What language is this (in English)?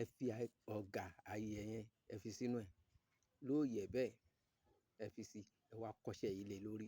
Yoruba